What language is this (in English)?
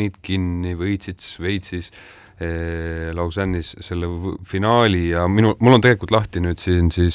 Estonian